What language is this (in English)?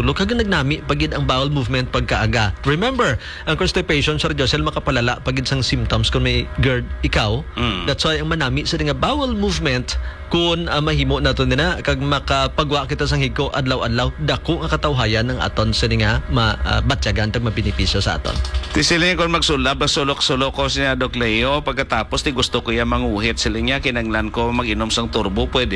Hiligaynon